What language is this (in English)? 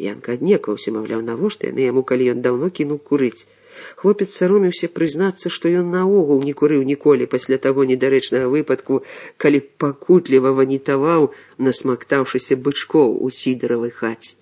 Belarusian